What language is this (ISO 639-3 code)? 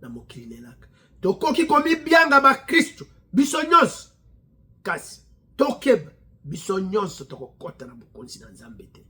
lin